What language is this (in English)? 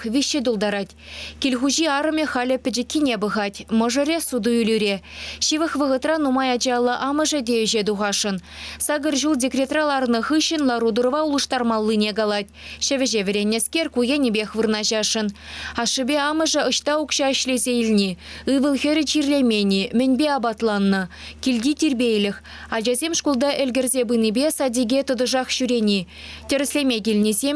Chuvash